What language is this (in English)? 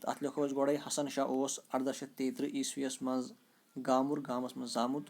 Kashmiri